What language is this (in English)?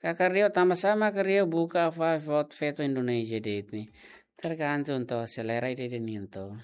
Tetum